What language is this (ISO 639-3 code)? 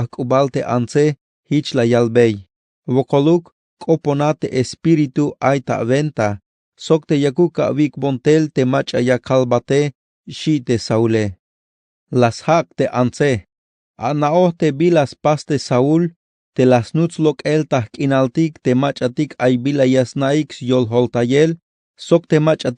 tzh